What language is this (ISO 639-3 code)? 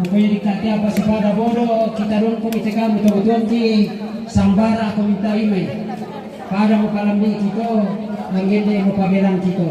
sda